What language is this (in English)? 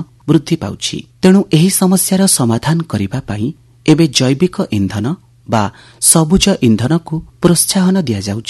Odia